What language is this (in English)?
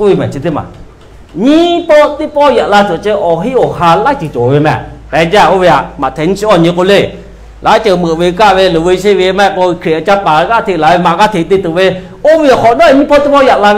Lahu